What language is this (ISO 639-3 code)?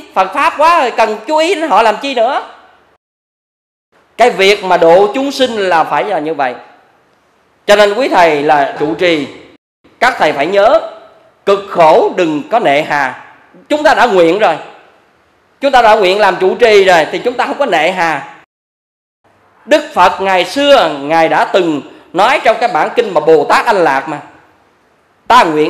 vie